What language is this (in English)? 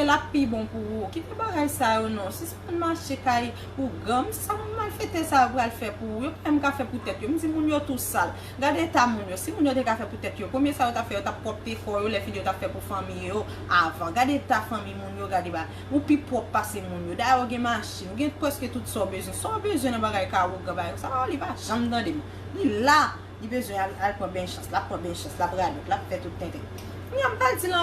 Haitian Creole